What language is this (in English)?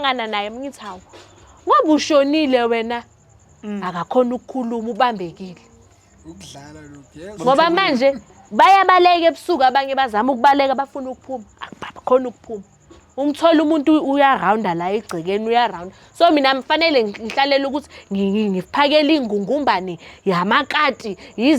Zulu